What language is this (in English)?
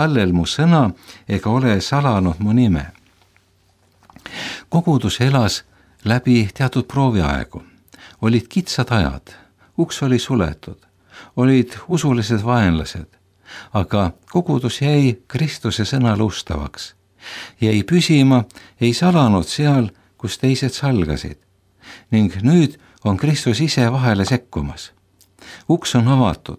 Estonian